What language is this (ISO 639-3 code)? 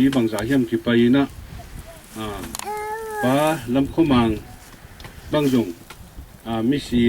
ctd